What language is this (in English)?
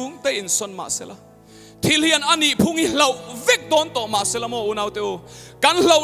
Mizo